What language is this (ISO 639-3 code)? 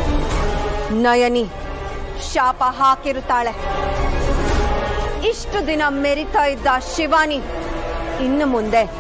kan